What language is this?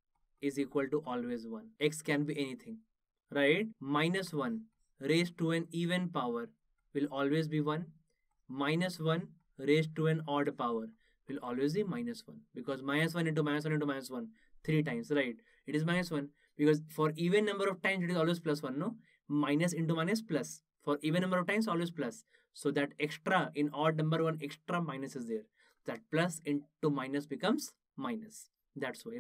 English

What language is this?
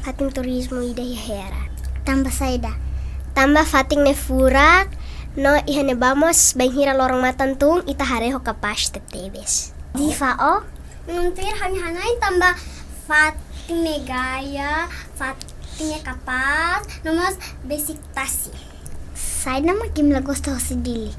Tetum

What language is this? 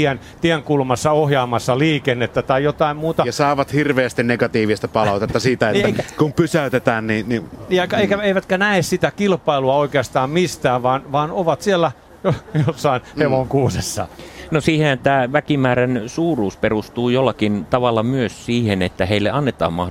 Finnish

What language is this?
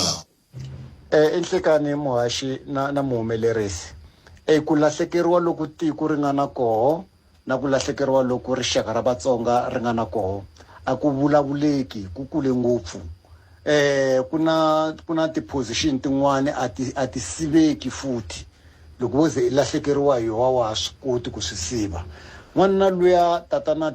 Tsonga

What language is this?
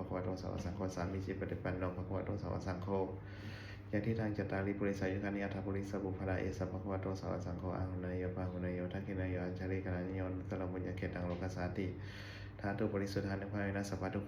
Pali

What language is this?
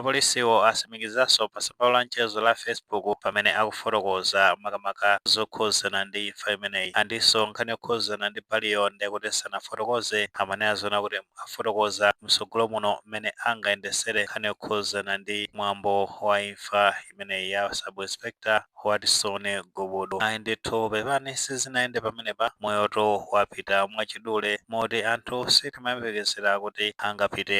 Nyanja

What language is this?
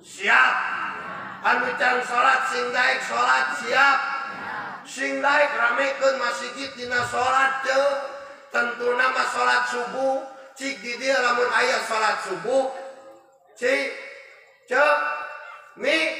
Sundanese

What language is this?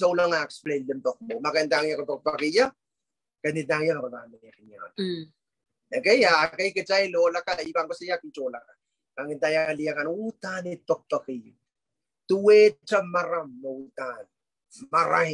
Pohnpeian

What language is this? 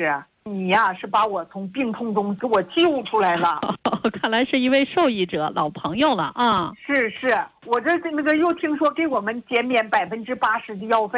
Chinese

